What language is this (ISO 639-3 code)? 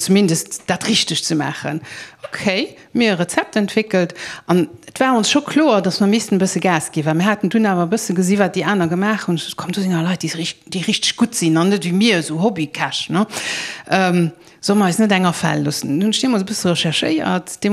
ltz